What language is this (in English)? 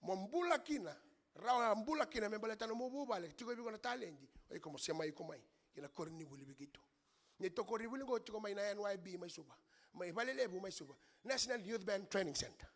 Fijian